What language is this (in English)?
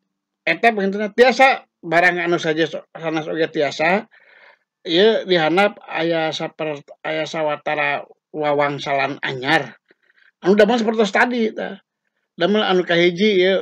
Sundanese